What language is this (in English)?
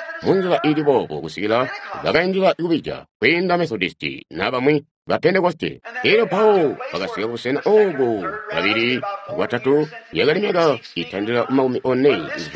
Tonga (Zambia)